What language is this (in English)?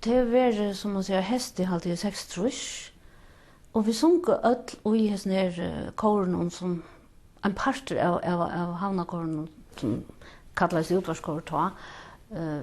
Faroese